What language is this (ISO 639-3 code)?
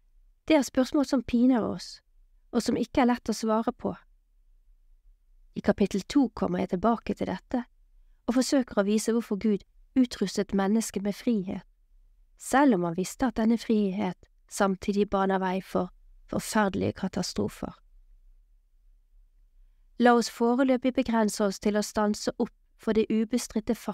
nor